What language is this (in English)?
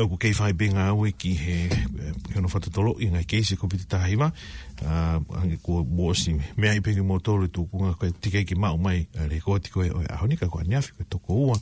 Tongan